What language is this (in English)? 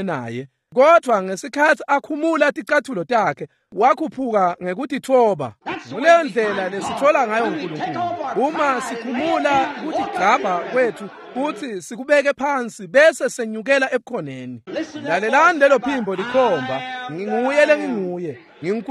Swati